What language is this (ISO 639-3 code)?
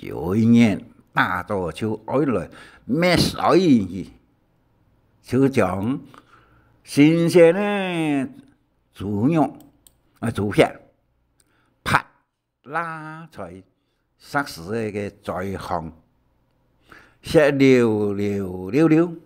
hak